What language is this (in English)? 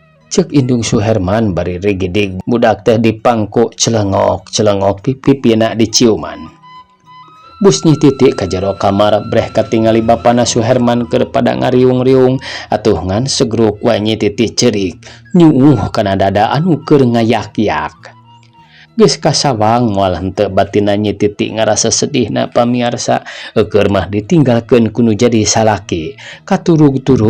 Sundanese